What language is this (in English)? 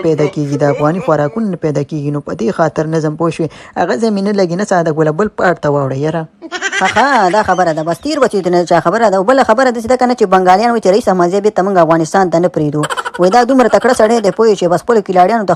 Pashto